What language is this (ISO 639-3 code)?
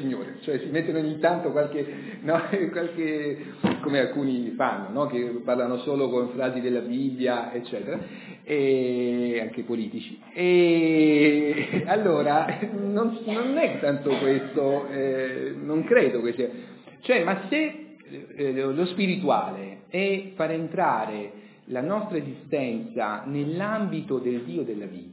ita